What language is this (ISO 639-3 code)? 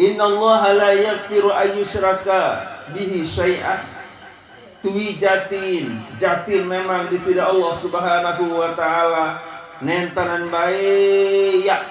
sas